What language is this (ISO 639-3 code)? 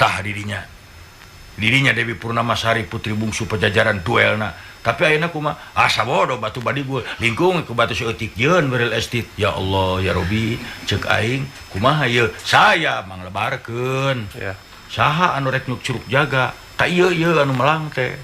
sun